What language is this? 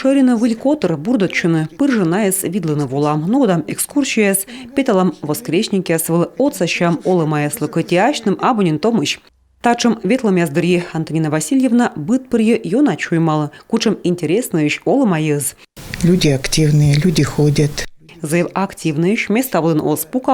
Komi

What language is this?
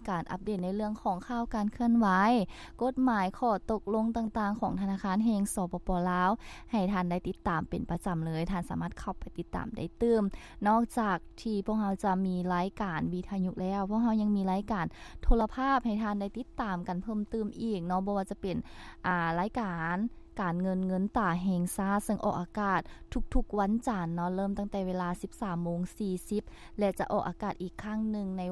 Lao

